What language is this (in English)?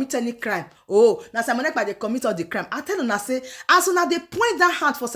Nigerian Pidgin